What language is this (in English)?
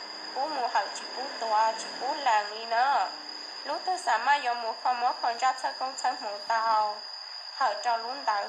Hmong